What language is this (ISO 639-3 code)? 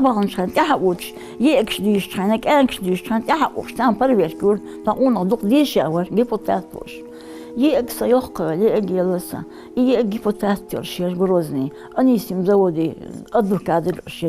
inh